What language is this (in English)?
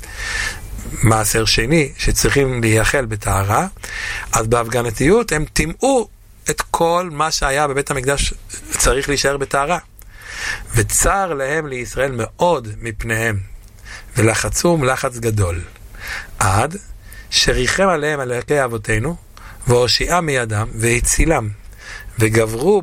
Hebrew